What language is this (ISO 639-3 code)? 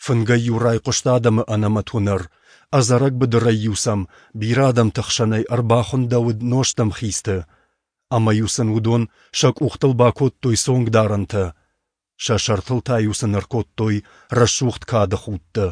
oss